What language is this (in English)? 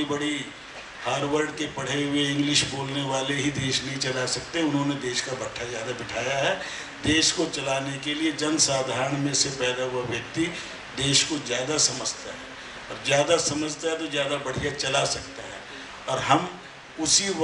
Hindi